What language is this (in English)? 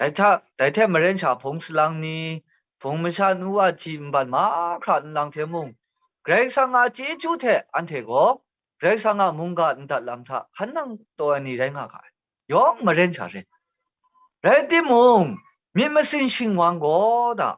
Kachin